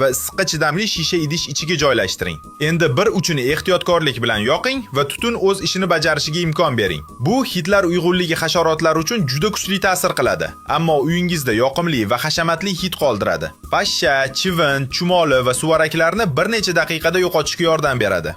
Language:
Uzbek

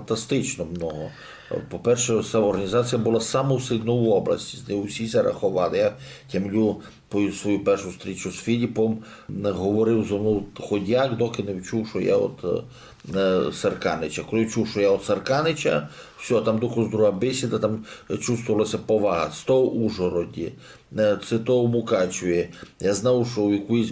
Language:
Rusyn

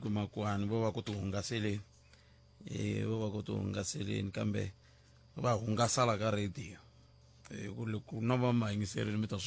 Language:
Tsonga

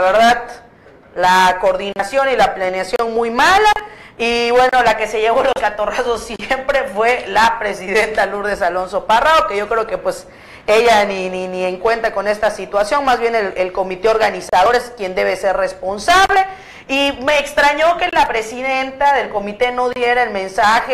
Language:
Spanish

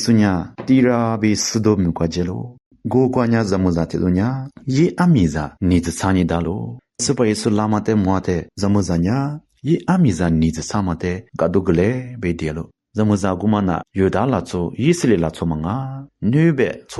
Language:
Lisu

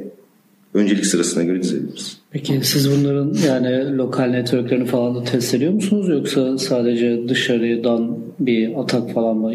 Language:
Turkish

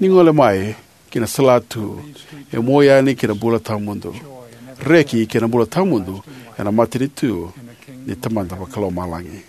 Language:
Fijian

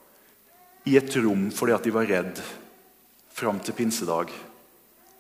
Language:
Norwegian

